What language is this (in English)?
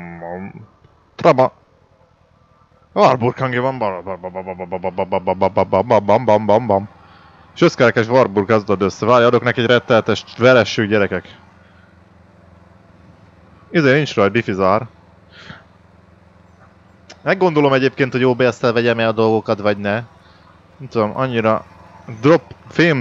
Hungarian